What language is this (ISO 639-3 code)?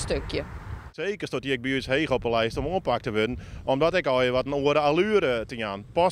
fry